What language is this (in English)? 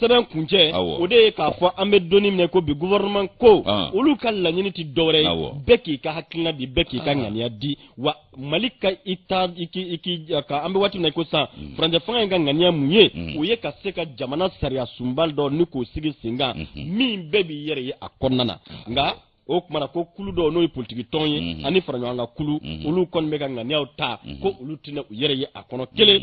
Bambara